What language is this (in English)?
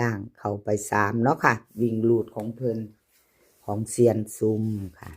Northeastern Thai